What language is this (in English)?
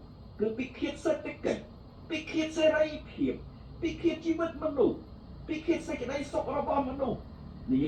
Khmer